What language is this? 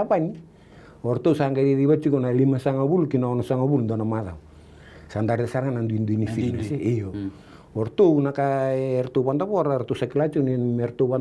Fijian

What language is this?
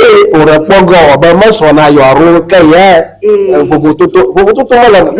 Ewe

